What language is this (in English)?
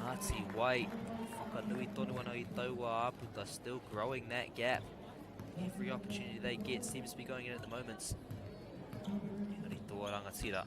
Māori